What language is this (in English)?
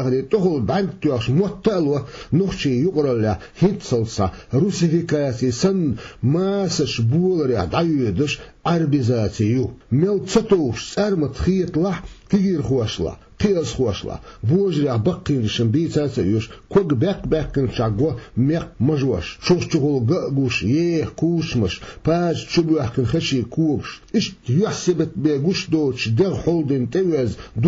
Chechen